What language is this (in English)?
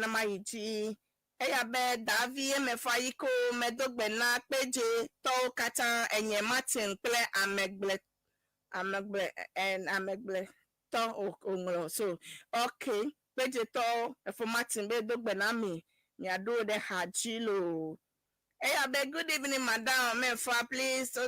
Ewe